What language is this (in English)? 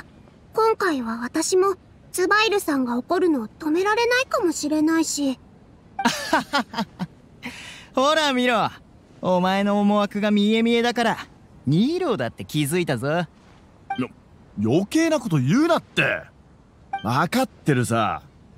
Japanese